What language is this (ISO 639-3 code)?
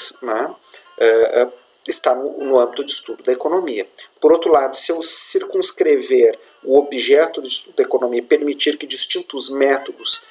por